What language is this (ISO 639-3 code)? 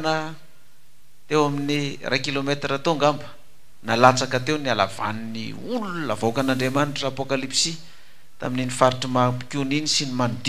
mlg